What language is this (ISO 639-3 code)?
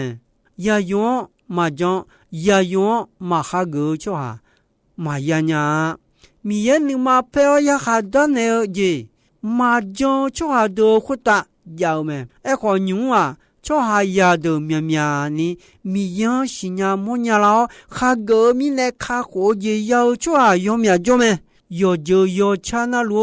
ahk